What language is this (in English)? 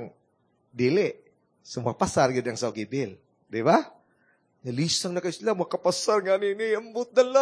Cebuano